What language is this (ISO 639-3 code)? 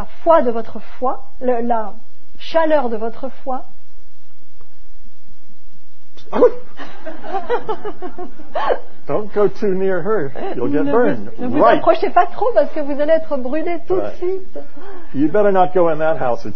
fra